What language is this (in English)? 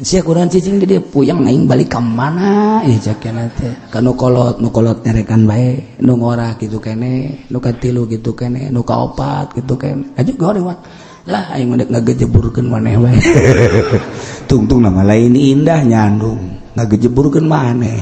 Sundanese